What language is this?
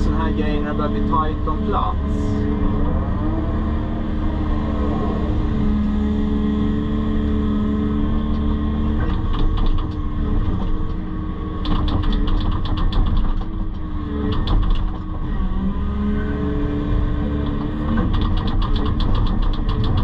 Swedish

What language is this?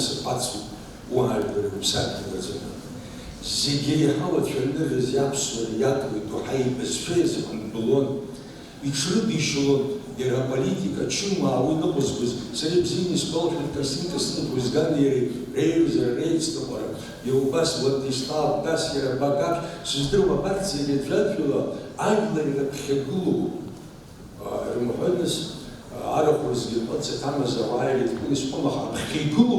Abkhazian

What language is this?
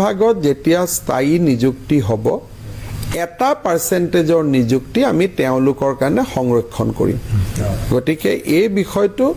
Assamese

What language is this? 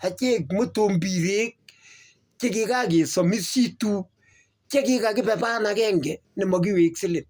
Kalenjin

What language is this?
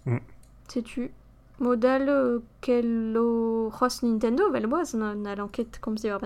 Breton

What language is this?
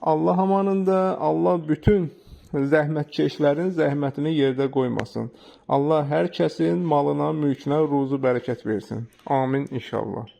Azerbaijani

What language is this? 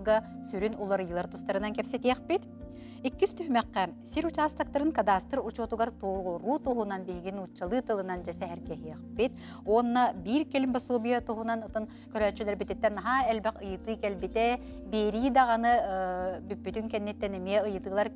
Yakut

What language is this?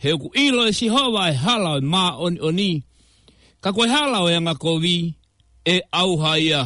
Tongan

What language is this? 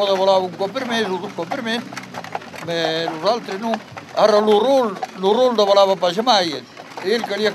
Occitan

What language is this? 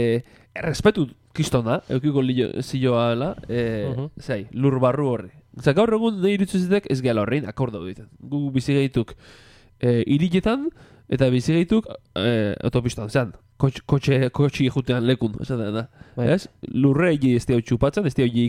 Basque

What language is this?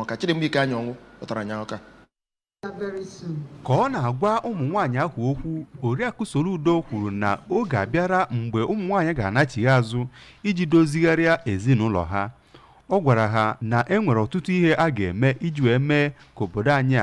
Igbo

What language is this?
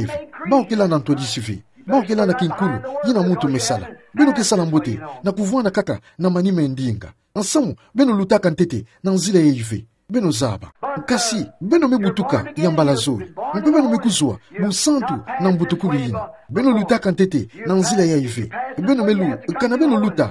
Kituba (Democratic Republic of Congo)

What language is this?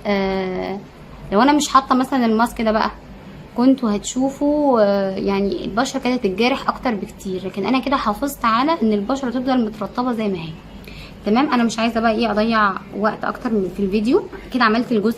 Egyptian Arabic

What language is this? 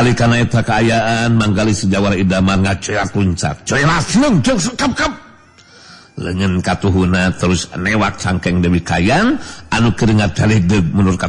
Sundanese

